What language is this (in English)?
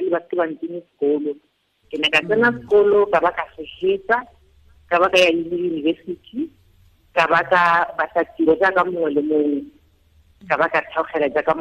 Tswana